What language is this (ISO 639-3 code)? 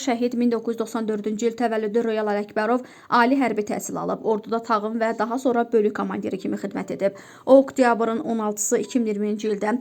aze